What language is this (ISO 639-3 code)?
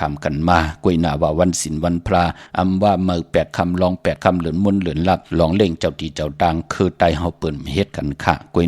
shn